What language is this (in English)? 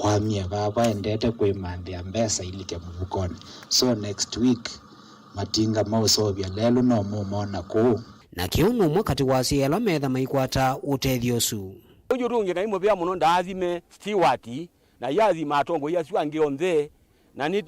Kamba